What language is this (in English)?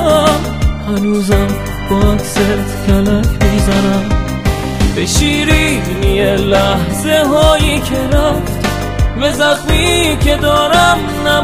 Persian